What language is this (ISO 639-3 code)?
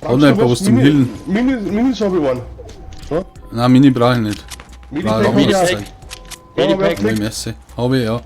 bar